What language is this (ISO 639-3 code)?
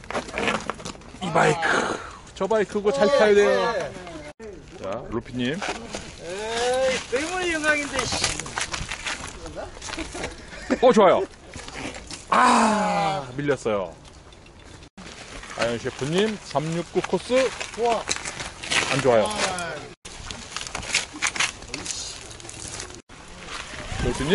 kor